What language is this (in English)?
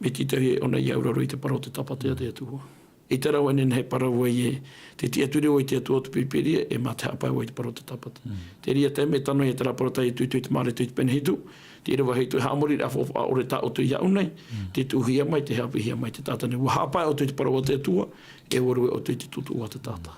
Tahitian